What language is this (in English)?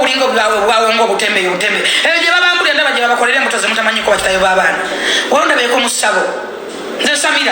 Ganda